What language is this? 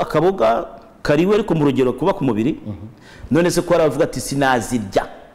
Kinyarwanda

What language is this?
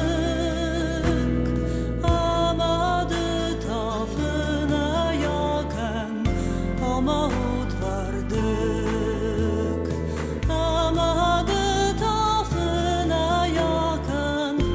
Ossetic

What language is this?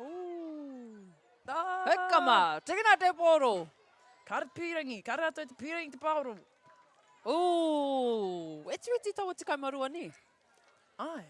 Māori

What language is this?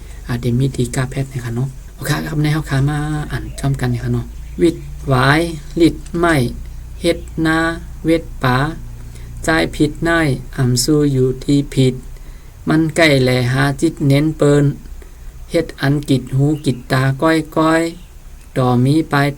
Shan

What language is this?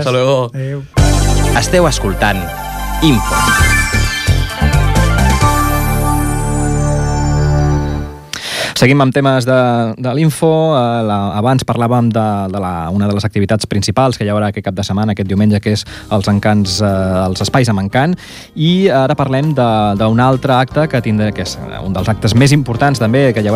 Catalan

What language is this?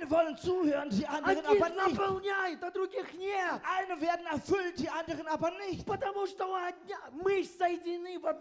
Russian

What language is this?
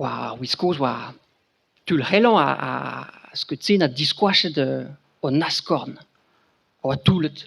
Breton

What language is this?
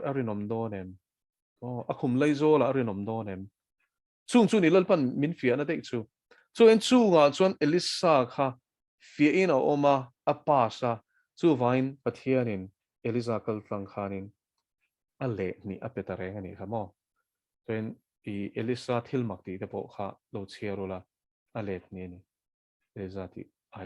Mizo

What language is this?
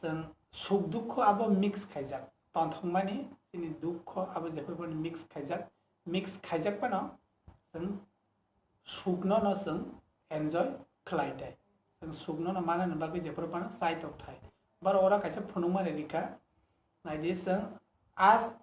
Kok Borok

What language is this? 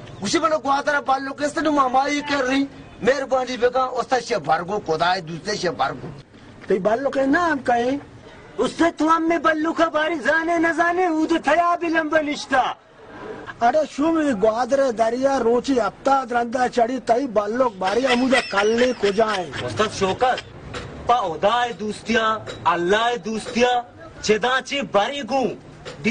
Baluchi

